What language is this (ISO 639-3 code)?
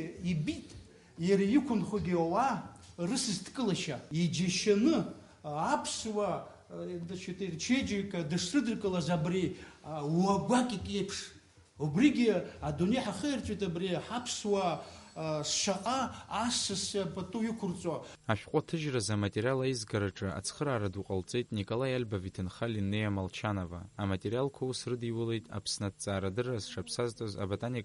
abk